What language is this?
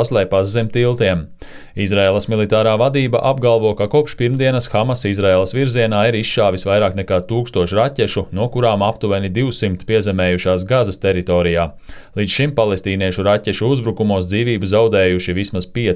Latvian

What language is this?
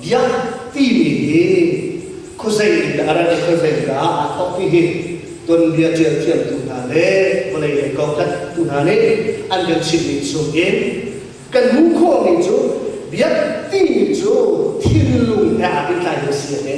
Hakha Chin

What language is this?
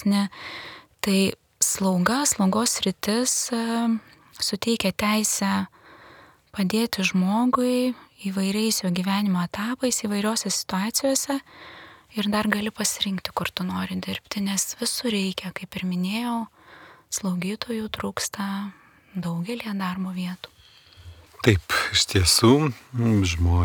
Lithuanian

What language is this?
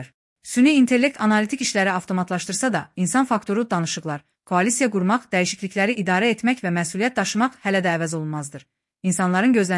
Azerbaijani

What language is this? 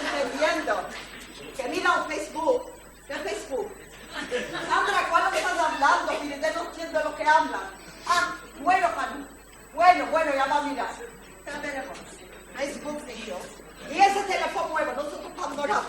Ladino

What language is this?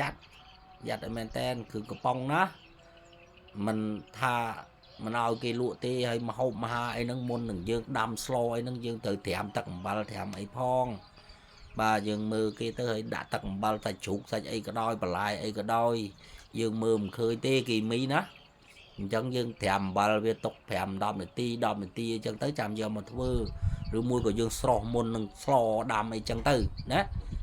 Khmer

